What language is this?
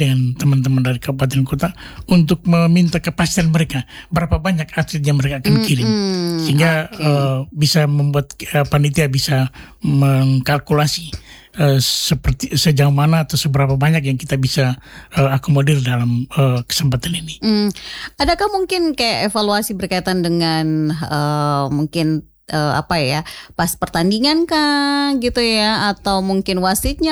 Indonesian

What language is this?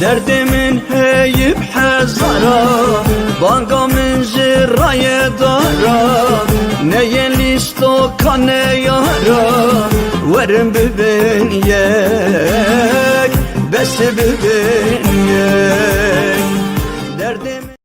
Kurdish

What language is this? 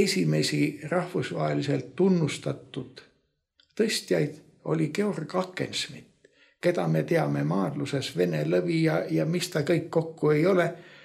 Estonian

